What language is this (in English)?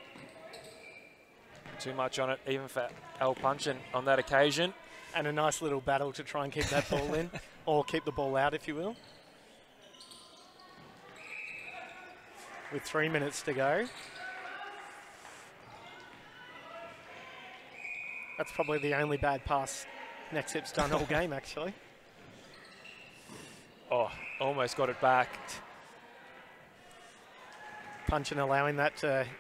English